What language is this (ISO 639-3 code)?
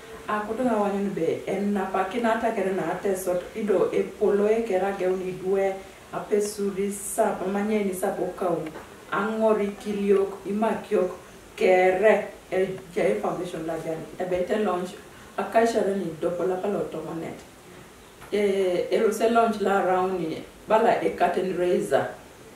teo